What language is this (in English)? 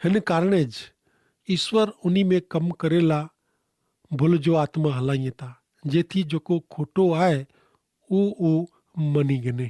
Kachhi